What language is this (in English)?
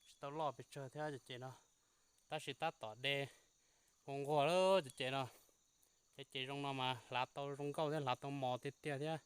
Hmong